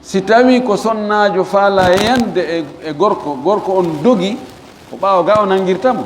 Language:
Fula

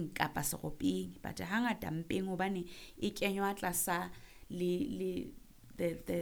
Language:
Southern Sotho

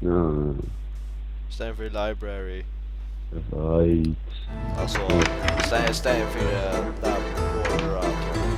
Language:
Faroese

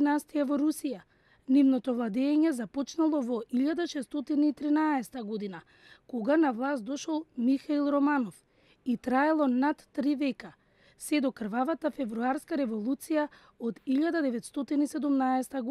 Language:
Macedonian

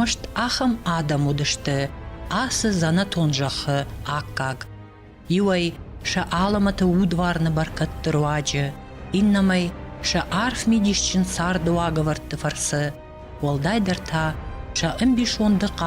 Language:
Ossetic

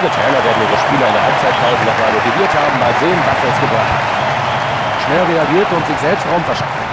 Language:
Bavarian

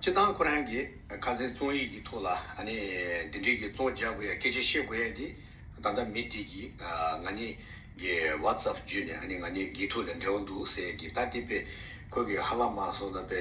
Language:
Tibetan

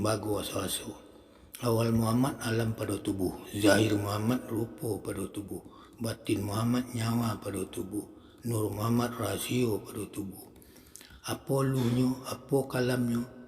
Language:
Minangkabau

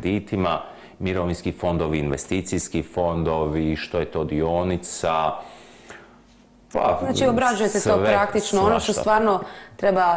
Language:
Croatian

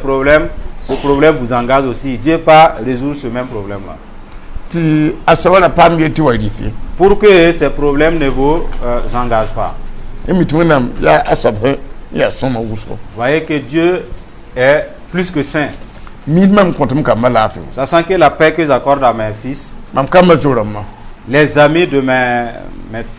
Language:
Mossi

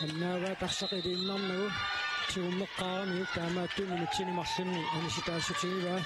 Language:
Kalaallisut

